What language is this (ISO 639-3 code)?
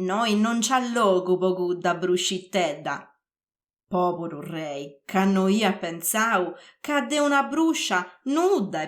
srd